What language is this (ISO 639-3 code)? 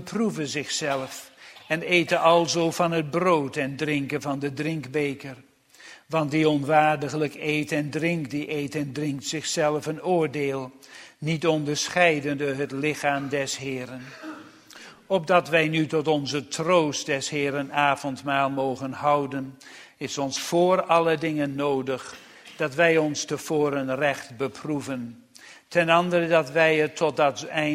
nld